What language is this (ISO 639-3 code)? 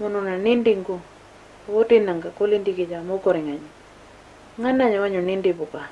pjt